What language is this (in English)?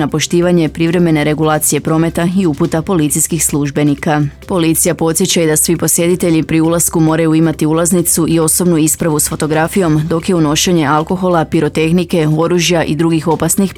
Croatian